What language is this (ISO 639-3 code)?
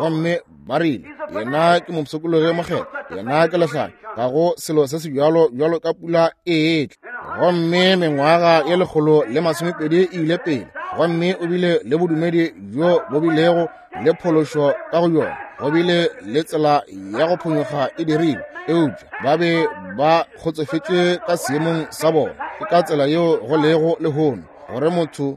nso